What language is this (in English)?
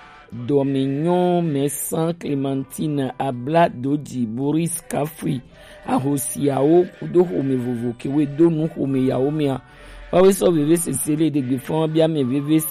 Gen